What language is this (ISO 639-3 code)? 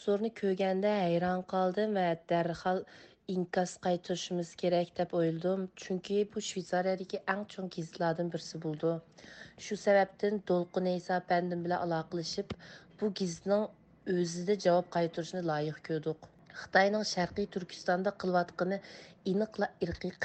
uig